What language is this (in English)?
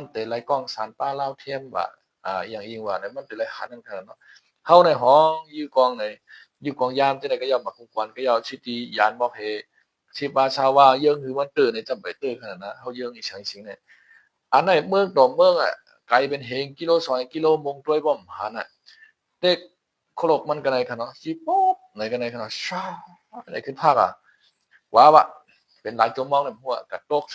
Shan